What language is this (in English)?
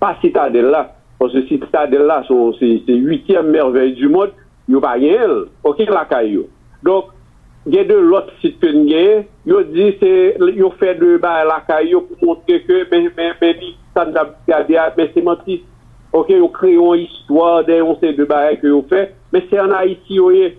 Haitian Creole